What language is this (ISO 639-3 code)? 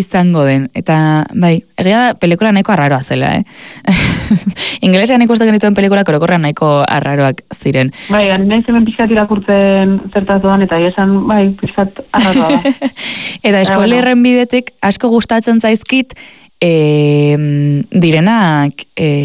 eus